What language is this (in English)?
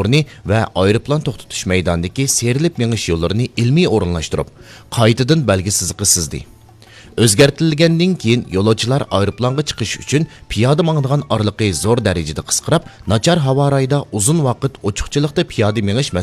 Uyghur